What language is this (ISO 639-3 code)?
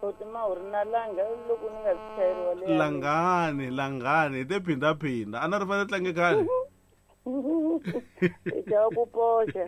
tso